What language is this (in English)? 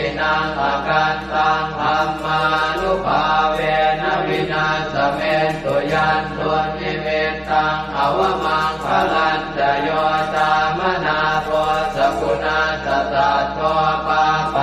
Pali